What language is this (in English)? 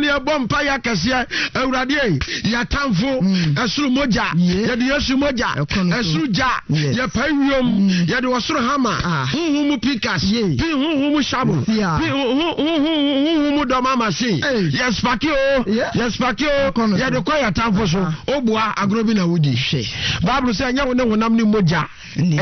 Akan